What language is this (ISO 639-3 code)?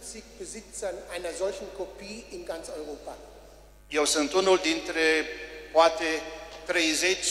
ron